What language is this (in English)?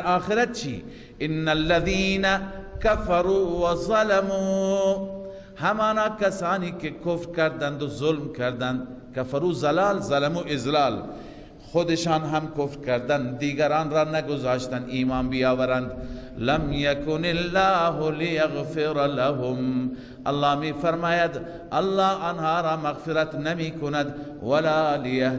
Persian